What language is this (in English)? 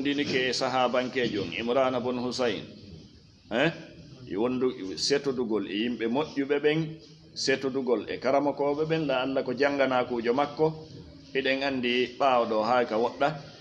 Fula